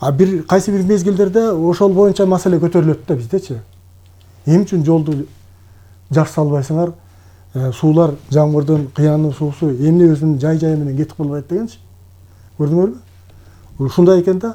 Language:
Kyrgyz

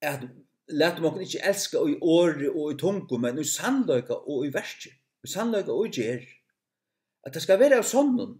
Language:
Faroese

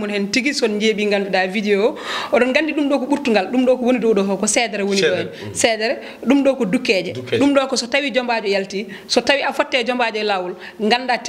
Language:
Fula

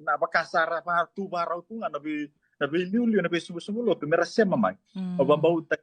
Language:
Fijian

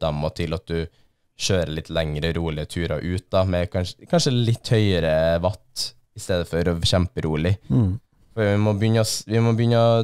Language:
Norwegian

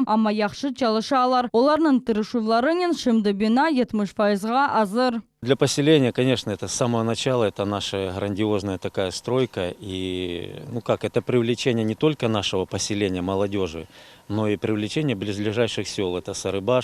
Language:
Crimean Tatar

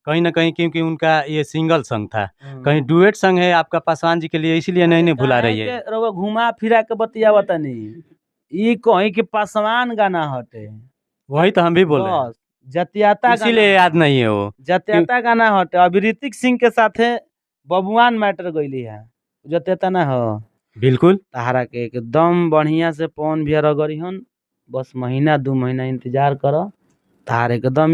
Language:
Bhojpuri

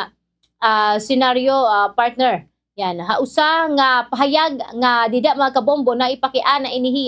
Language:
Waray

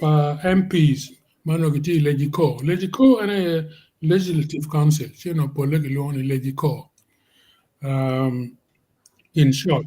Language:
Acoli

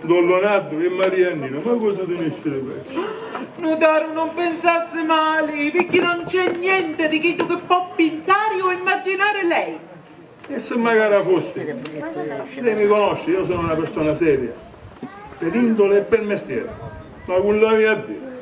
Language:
Sicilian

